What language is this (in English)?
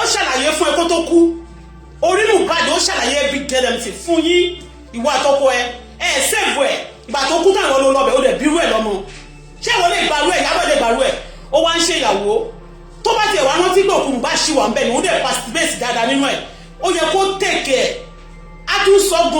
Yoruba